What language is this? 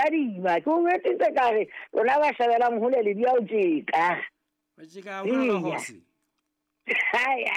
Southern Sotho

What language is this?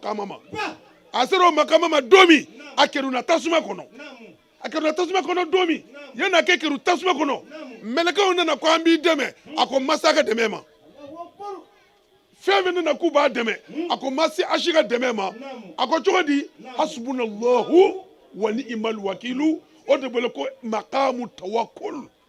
Bambara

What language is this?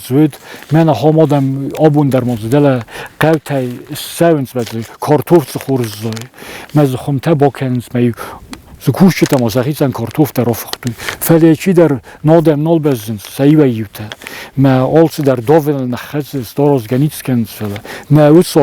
Ossetic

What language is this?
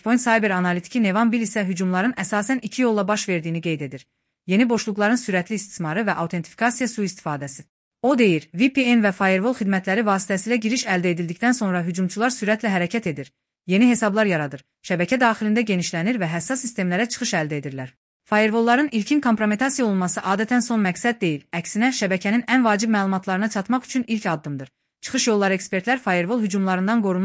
Azerbaijani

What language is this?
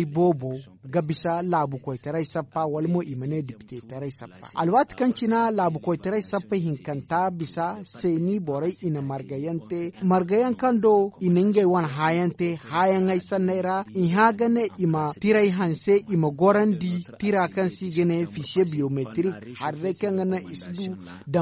Zarma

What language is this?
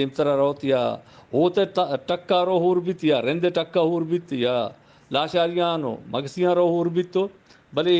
Eastern Balochi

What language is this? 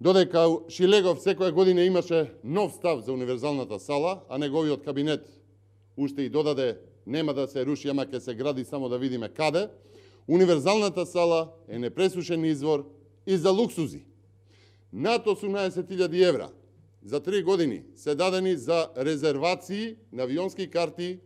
Macedonian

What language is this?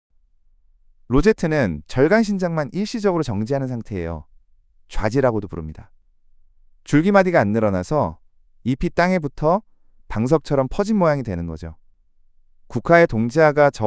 Korean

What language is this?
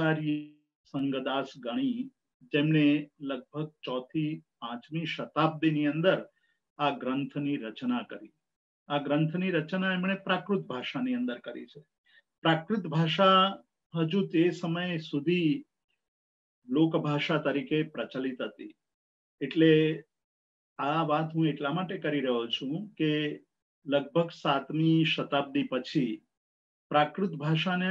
Gujarati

